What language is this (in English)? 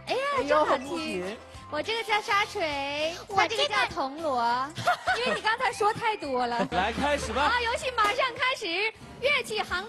Chinese